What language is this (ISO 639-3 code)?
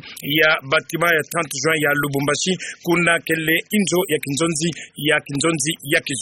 ktu